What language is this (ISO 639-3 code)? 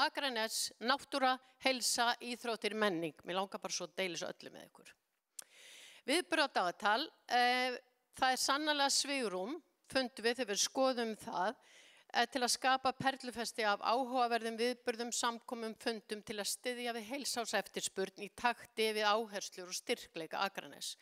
isl